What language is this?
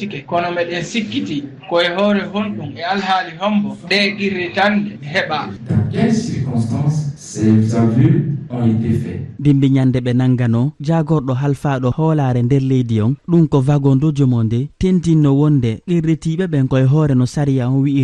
Fula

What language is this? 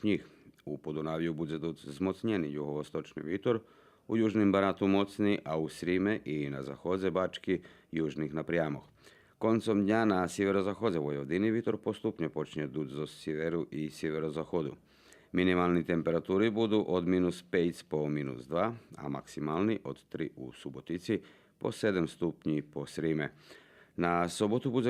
Rusyn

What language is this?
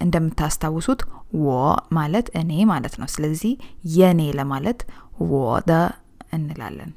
Amharic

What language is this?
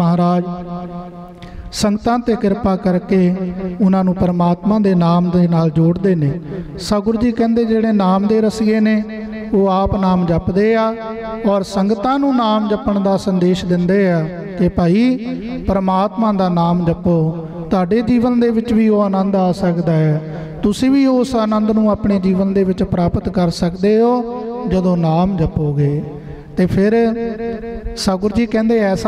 Punjabi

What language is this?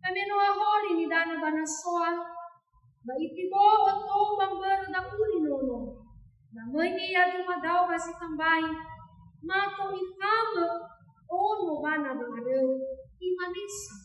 Nias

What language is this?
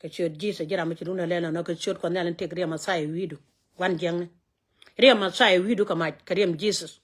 Nuer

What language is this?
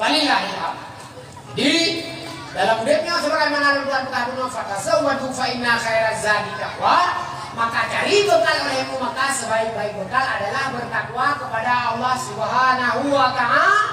Achinese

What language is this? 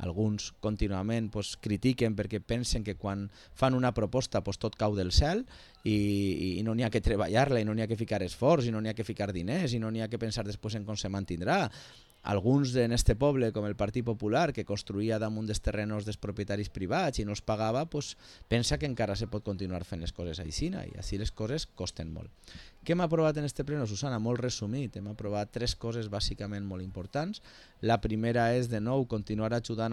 Catalan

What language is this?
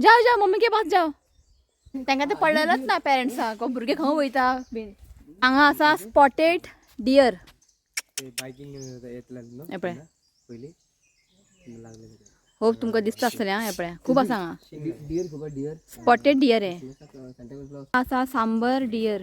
Konkani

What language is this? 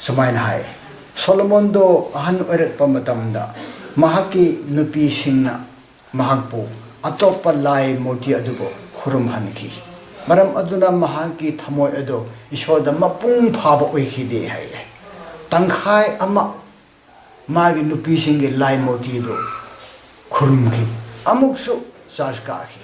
Manipuri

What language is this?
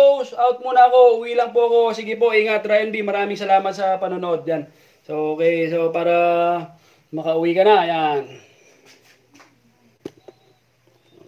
Filipino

